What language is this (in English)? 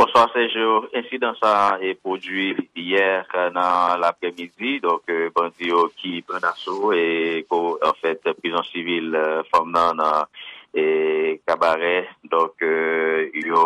Haitian Creole